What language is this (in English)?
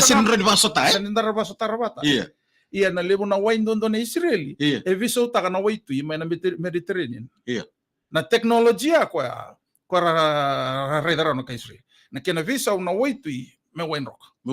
Fijian